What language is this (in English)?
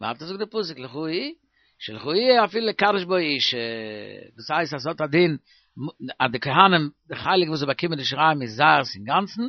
Yiddish